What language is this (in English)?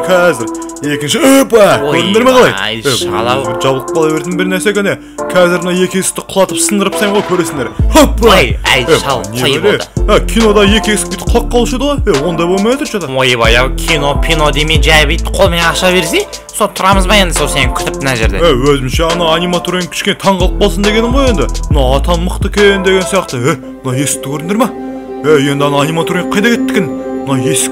Kazakh